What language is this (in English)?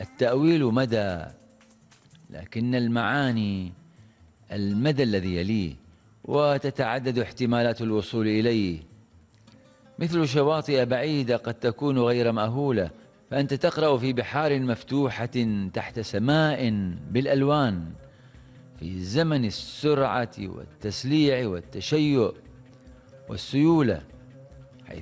Arabic